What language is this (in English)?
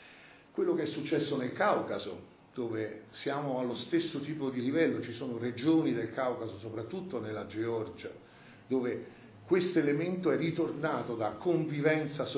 Italian